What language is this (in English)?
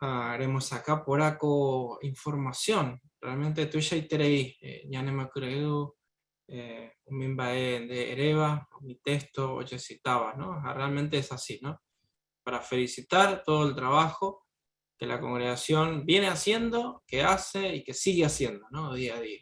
Guarani